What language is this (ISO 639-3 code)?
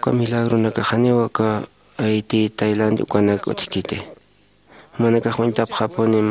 aym